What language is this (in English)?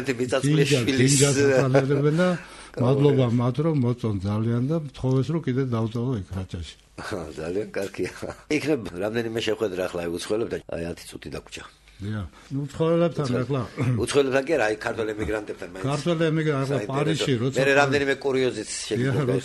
Georgian